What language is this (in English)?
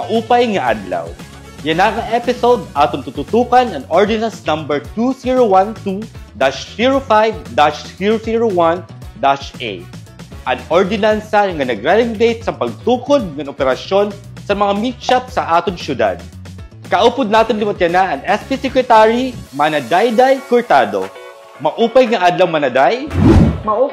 Waray